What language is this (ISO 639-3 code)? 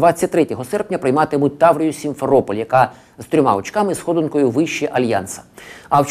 ukr